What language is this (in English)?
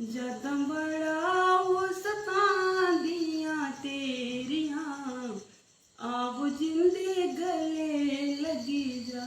Dogri